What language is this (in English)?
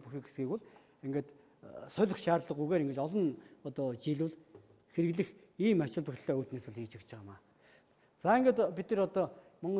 Mongolian